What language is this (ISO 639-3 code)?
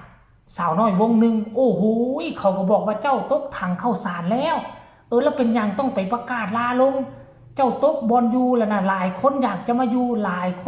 tts